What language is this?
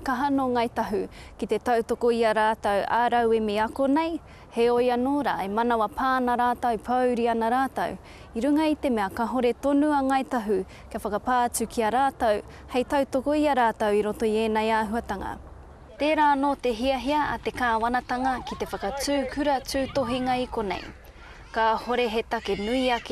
Māori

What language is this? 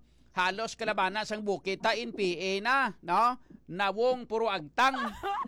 Hiligaynon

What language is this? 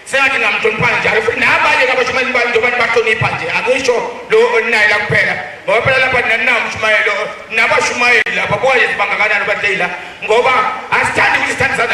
Zulu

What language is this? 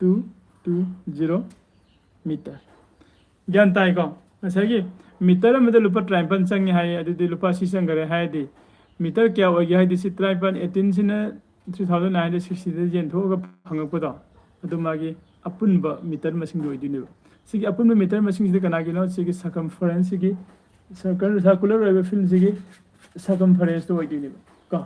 Manipuri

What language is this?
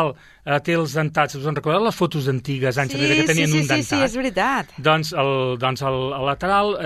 Catalan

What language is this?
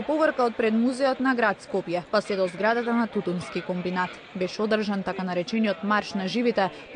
Macedonian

